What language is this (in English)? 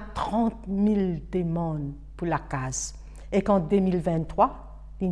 Morisyen